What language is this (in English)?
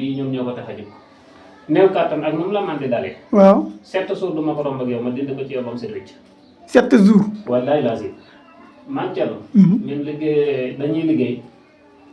Wolof